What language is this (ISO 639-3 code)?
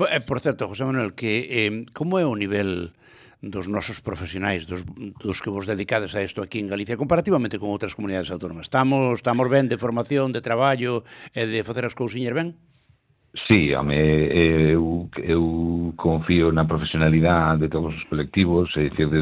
glg